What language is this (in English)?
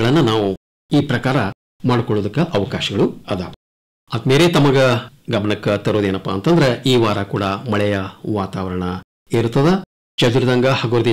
Kannada